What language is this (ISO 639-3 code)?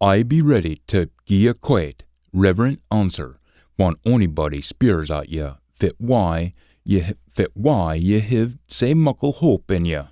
sco